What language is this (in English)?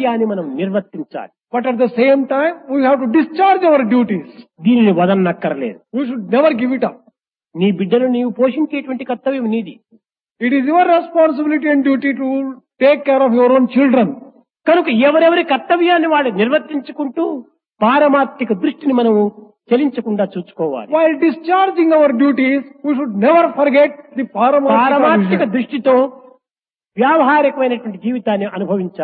Telugu